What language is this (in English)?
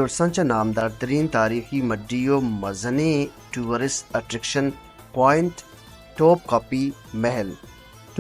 Baluchi